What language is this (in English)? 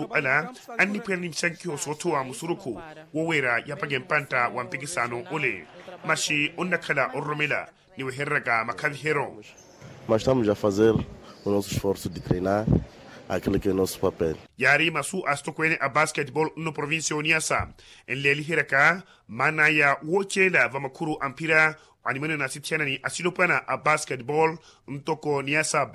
Makhuwa